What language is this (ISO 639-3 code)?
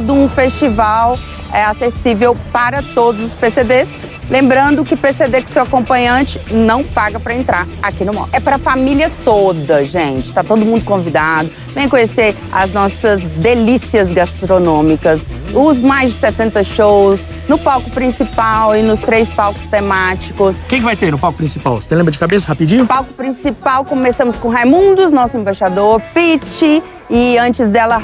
por